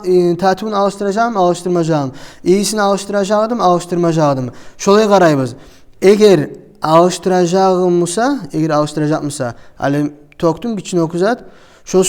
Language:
Kumyk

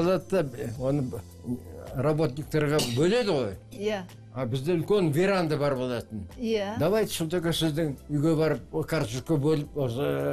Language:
Kazakh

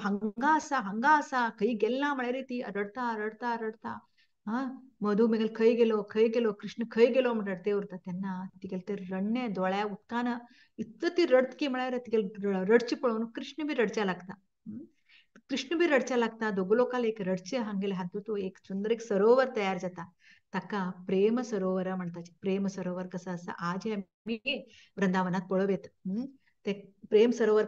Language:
Konkani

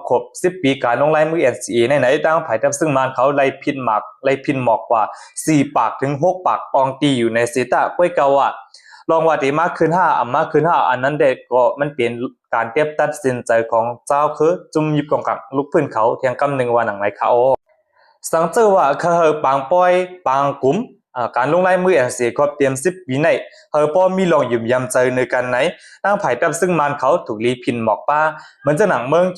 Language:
Shan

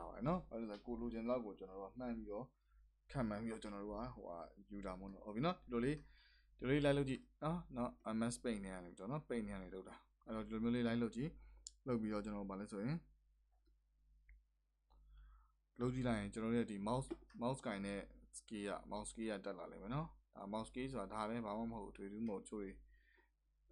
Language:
Burmese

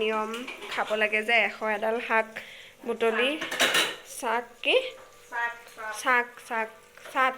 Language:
Assamese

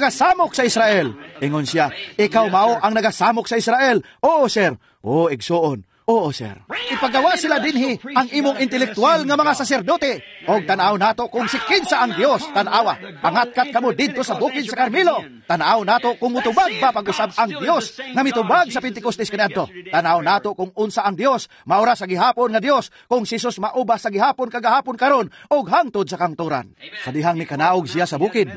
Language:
Cebuano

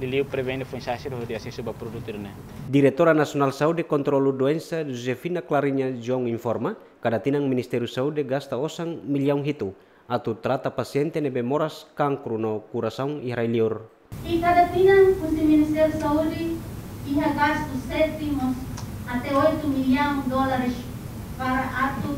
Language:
Tetum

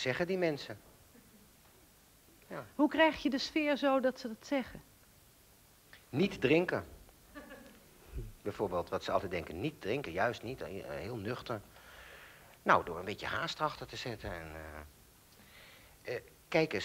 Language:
Dutch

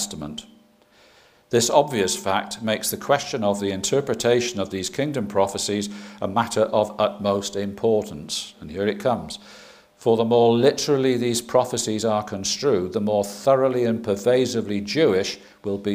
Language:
English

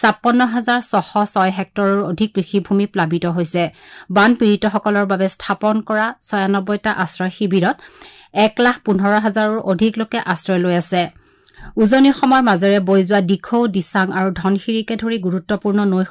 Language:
Assamese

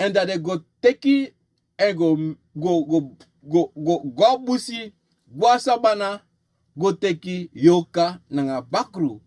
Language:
Sranan Tongo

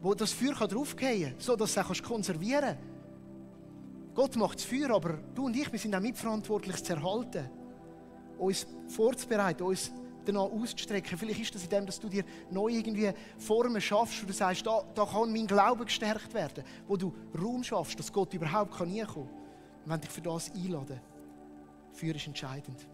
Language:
Swiss German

